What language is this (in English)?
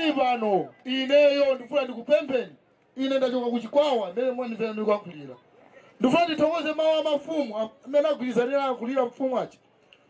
Nyanja